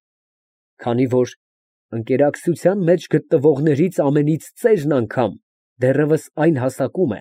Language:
Armenian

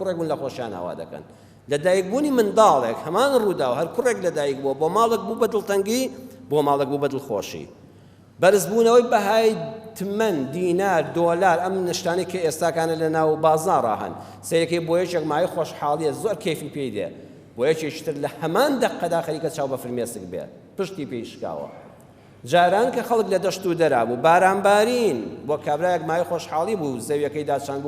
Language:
Central Kurdish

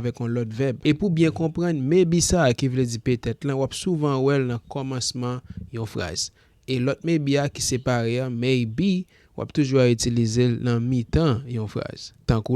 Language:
Haitian Creole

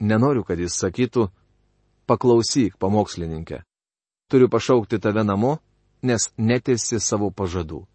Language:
Lithuanian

